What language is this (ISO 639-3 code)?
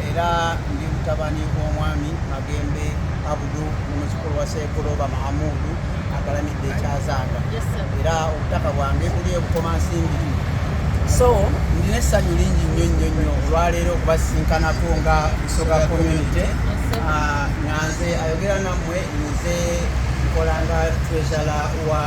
xog